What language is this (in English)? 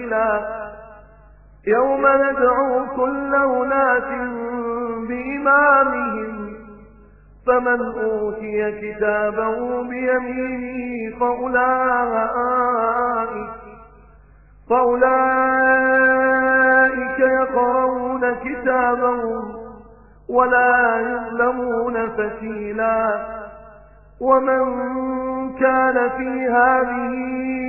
Arabic